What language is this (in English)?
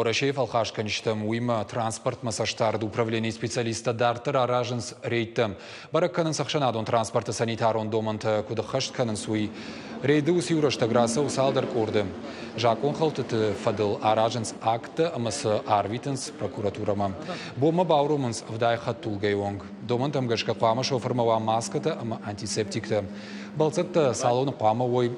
Ossetic